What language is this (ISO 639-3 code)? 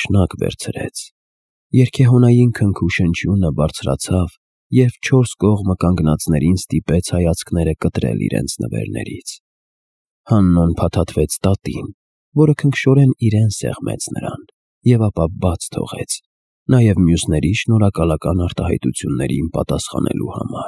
hye